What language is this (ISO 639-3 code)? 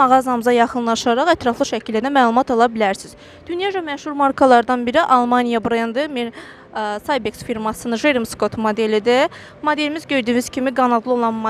aze